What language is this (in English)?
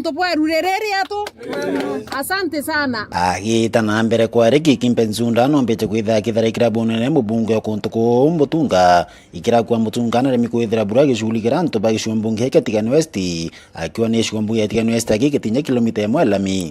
Meru